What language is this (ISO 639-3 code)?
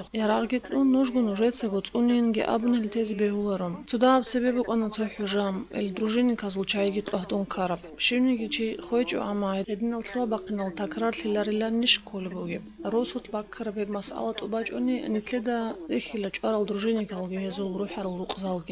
ava